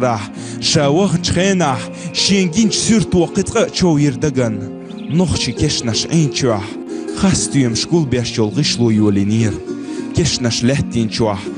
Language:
Chechen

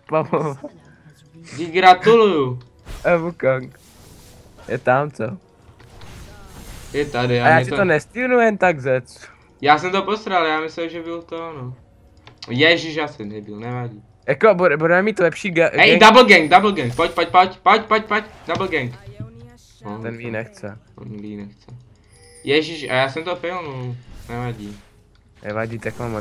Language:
Czech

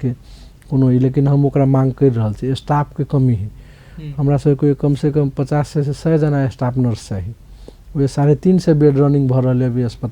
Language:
Maithili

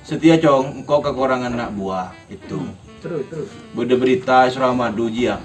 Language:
Madurese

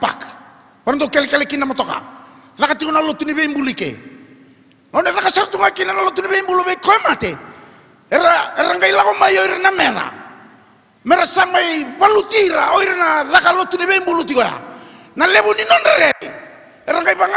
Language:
Fijian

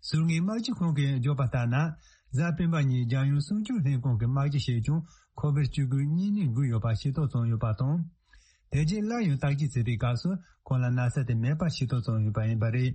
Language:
Tibetan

